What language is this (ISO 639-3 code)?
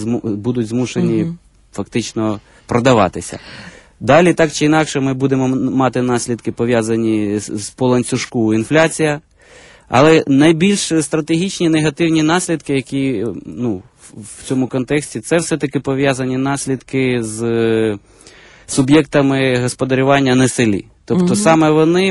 ukr